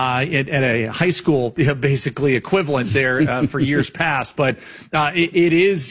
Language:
English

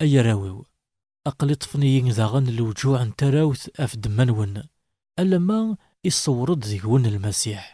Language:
Kabyle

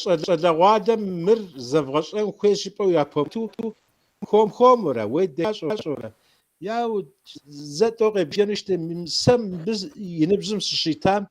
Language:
Kabardian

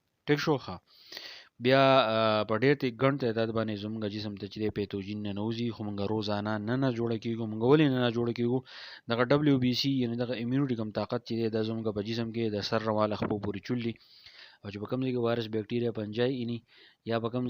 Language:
Pashto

